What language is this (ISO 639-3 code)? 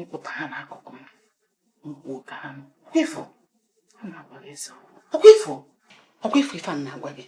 ibo